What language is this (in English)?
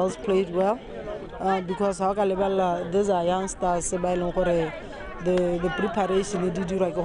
Tswana